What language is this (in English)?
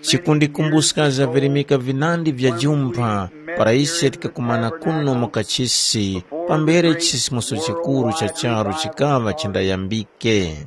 Tumbuka